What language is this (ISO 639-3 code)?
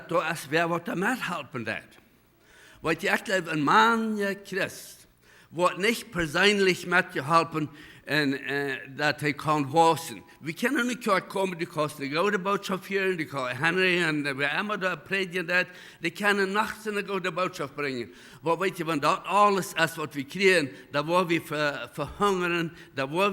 pdt